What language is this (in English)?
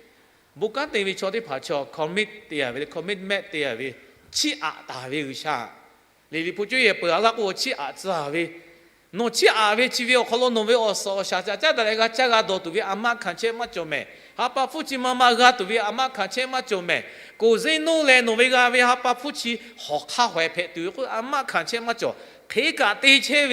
Lahu